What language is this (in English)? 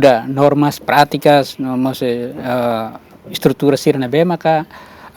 Tetum